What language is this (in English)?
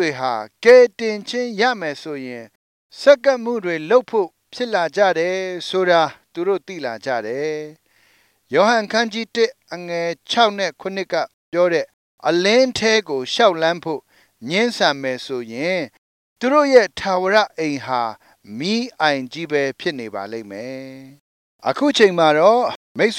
Burmese